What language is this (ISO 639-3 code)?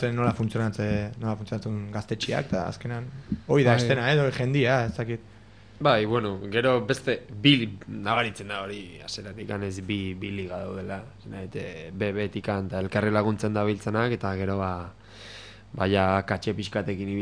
eus